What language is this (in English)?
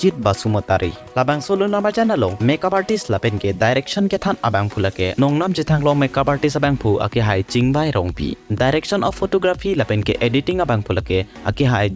Karbi